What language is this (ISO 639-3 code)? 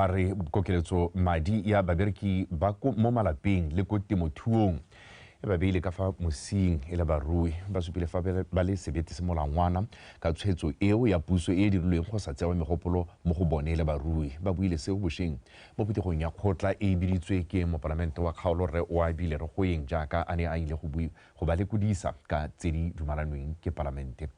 tsn